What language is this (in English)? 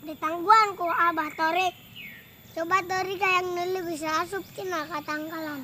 Sundanese